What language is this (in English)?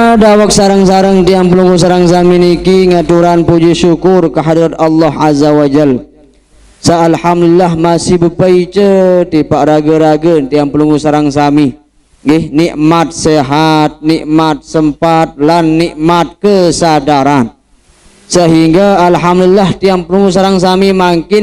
Sasak